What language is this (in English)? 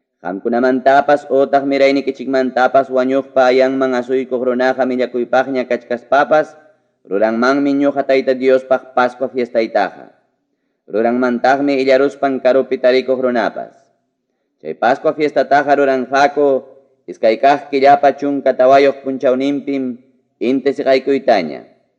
Ayacucho Quechua